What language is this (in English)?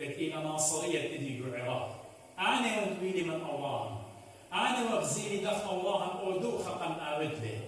Assyrian Neo-Aramaic